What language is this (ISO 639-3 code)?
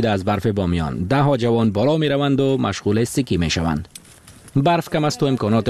fas